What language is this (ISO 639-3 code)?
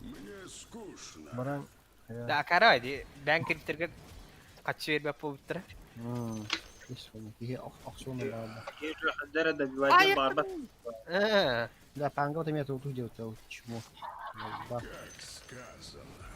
sah